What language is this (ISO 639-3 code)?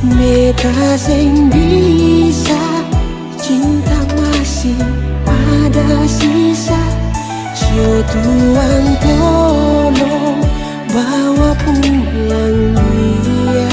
abs